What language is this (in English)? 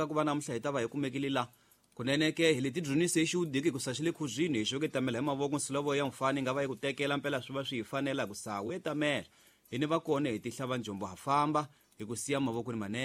Tsonga